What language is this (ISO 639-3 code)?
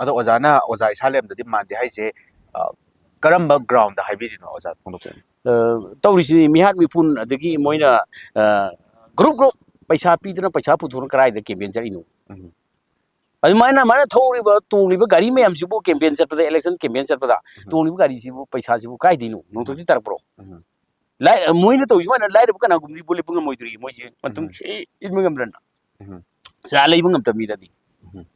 mni